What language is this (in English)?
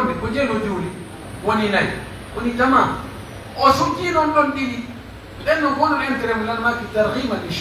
Pular